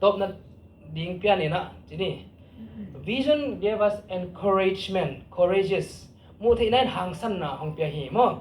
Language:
Tedim Chin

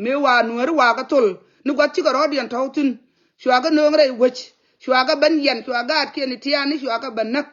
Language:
Nuer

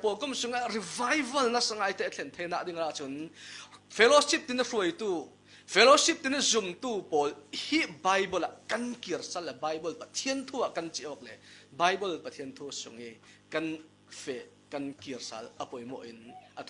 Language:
Falam Chin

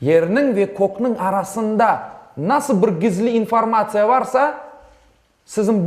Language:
Crimean Tatar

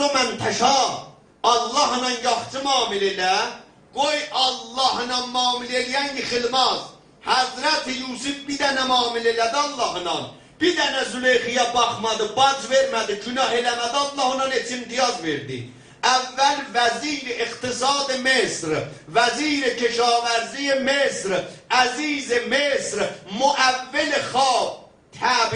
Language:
South Azerbaijani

